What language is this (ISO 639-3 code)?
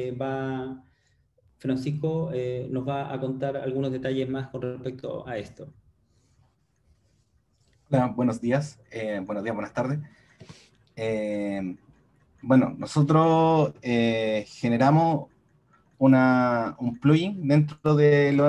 spa